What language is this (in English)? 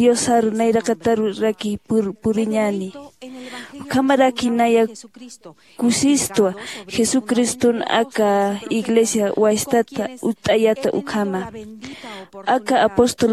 Aymara